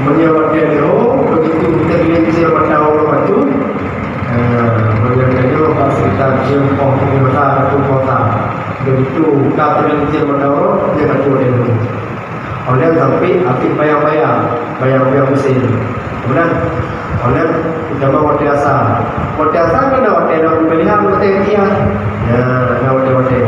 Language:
Achinese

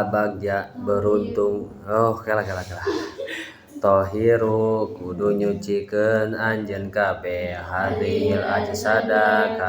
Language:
Sundanese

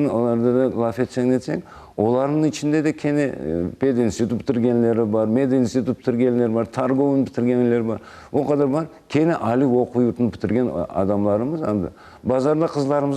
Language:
Crimean Tatar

